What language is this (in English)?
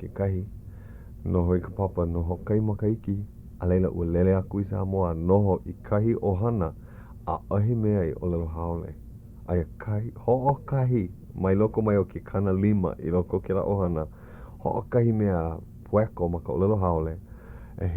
Hawaiian